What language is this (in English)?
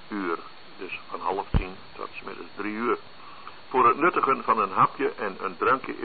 Dutch